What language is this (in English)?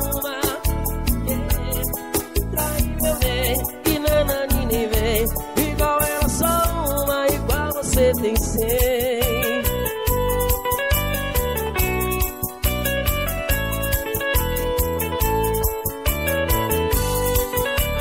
Portuguese